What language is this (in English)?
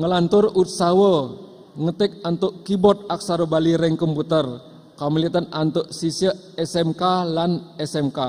Balinese